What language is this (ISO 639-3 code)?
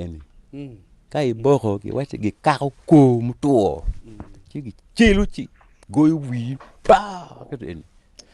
ach